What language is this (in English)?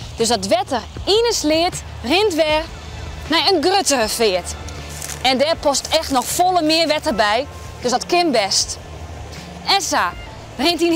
Western Frisian